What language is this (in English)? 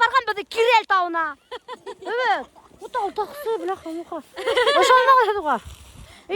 Bashkir